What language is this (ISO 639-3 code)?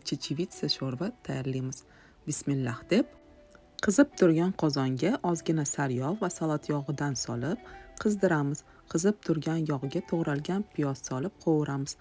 uzb